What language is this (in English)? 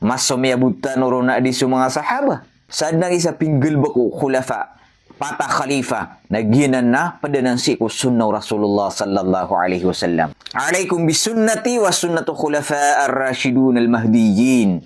Maranao